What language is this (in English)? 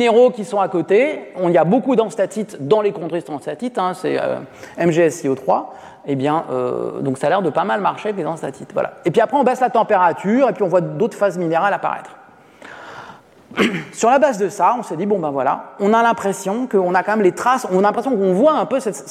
French